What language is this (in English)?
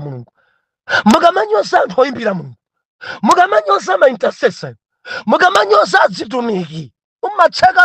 Nyanja